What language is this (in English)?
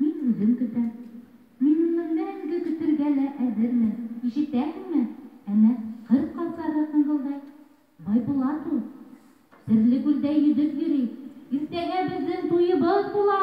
Bashkir